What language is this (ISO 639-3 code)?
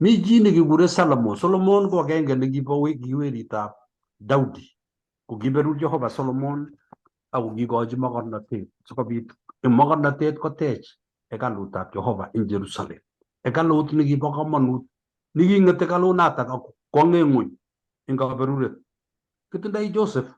kln